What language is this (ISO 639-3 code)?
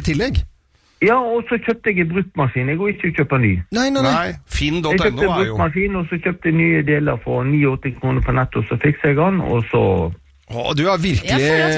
nor